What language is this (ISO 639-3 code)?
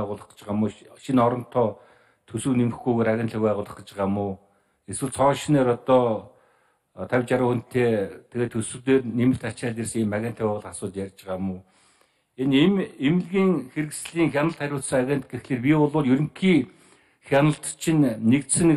mon